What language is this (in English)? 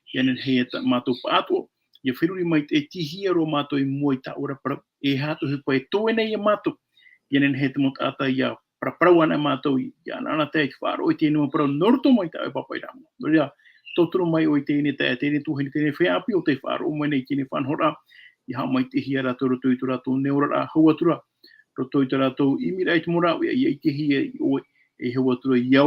Tahitian